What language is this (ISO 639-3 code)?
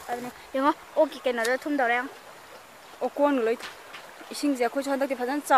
mni